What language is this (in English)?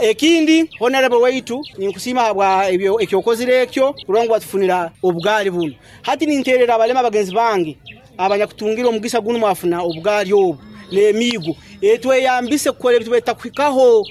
Nyankole